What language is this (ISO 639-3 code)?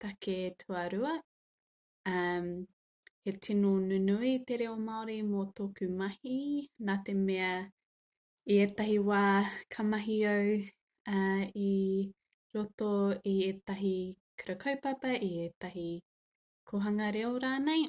mri